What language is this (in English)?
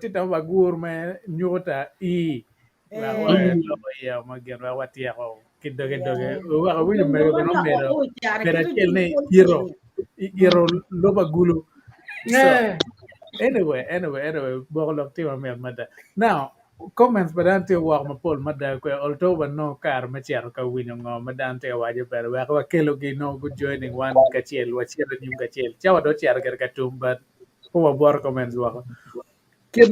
Acoli